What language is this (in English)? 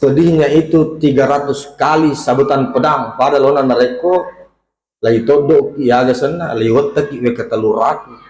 Buginese